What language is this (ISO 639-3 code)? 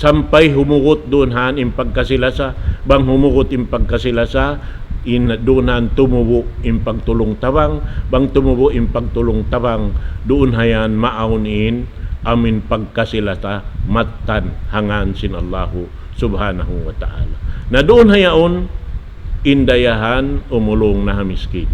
tsg